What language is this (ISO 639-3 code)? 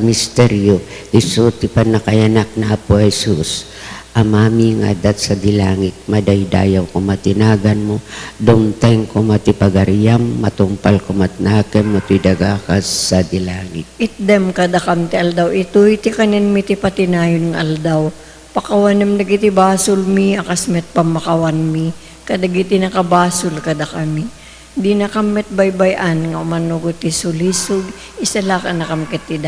ilo